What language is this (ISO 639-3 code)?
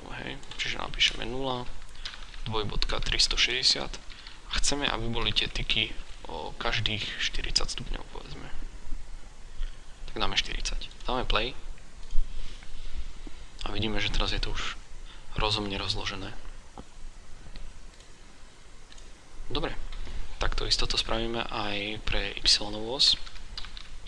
slk